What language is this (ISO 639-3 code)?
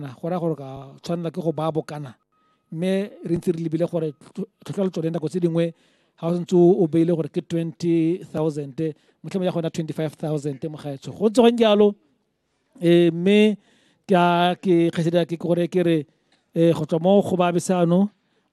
tsn